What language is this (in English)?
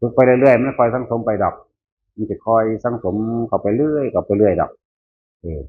Northeastern Thai